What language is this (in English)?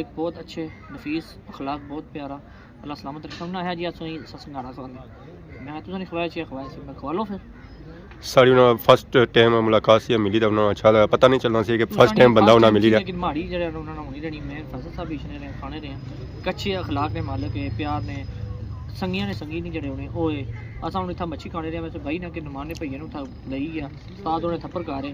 Pahari-Potwari